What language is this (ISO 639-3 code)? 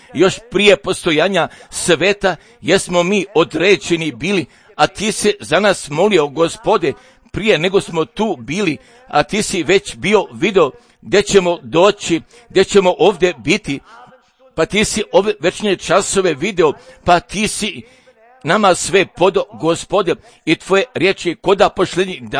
srp